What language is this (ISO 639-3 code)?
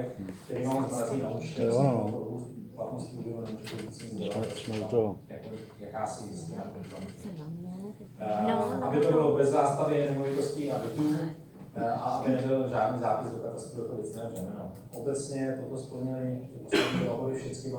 ces